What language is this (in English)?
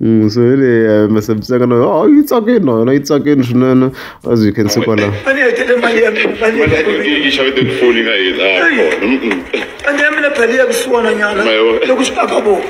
Tsonga